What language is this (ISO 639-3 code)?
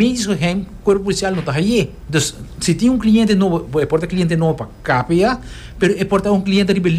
pap